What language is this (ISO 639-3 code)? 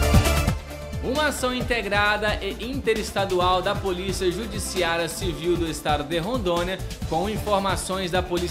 por